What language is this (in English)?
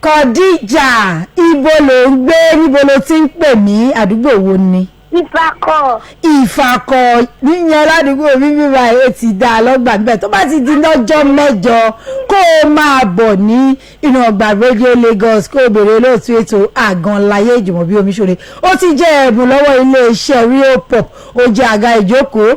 Yoruba